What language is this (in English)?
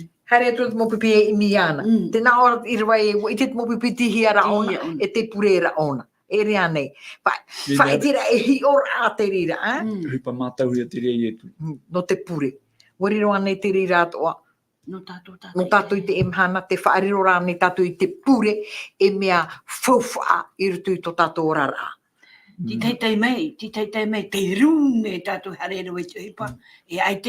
Tahitian